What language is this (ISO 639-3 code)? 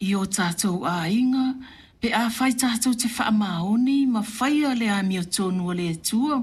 smo